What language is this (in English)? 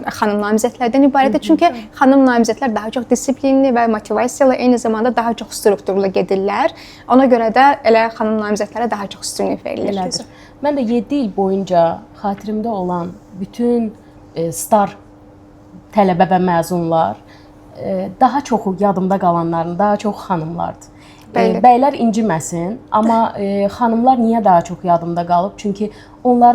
Azerbaijani